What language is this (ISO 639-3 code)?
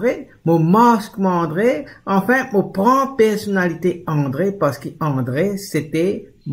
mfe